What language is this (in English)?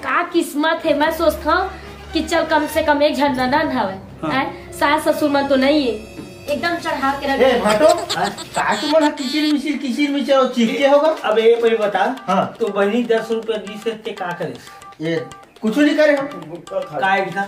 Chhattisgarhi